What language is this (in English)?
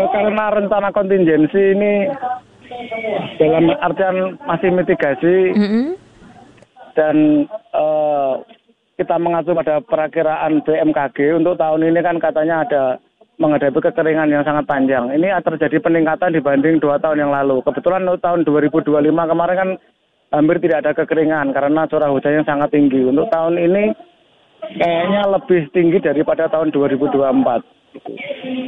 Indonesian